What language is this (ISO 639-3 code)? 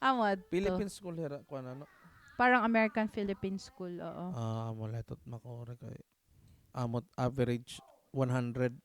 war